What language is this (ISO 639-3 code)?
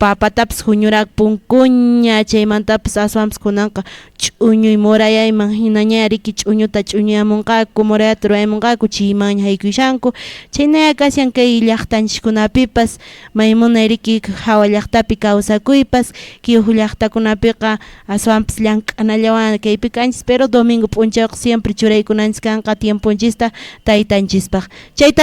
que